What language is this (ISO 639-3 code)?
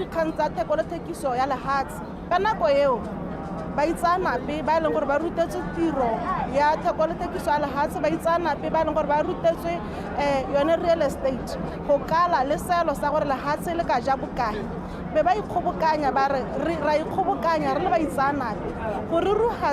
tsn